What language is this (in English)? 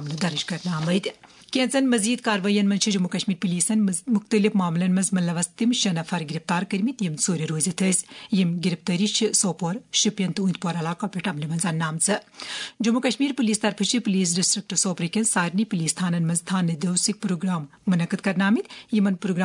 Kashmiri